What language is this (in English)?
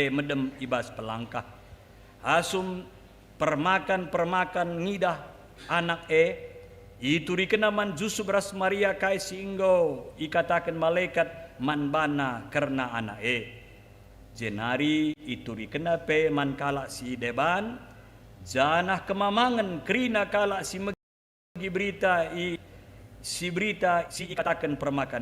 Batak Karo